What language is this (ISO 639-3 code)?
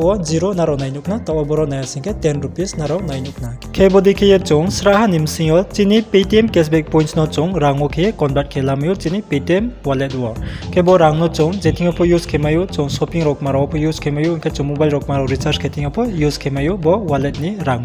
ria